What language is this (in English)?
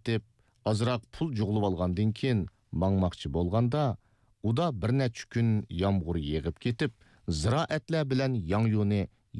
Uyghur